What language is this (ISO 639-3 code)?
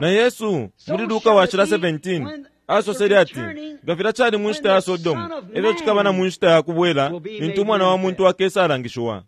bem